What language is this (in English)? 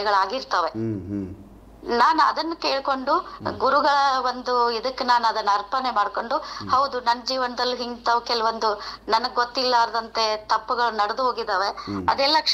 Kannada